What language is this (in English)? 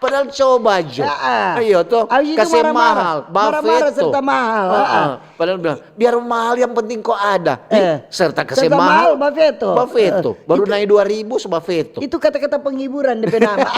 Manado Malay